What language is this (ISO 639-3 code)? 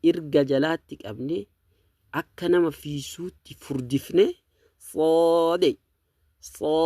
orm